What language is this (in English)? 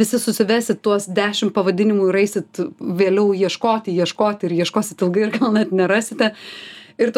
Lithuanian